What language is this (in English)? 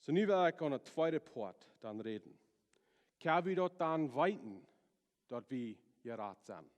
Plautdietsch